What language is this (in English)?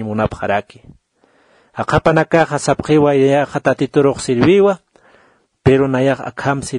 Aymara